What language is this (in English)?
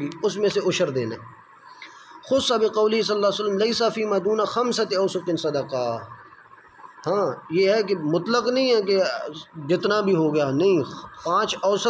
Urdu